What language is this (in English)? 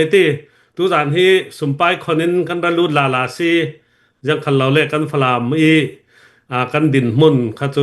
Hakha Chin